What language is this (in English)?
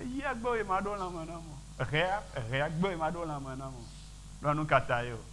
Ewe